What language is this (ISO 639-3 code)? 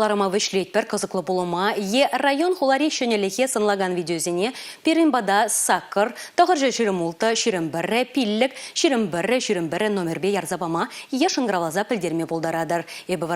chv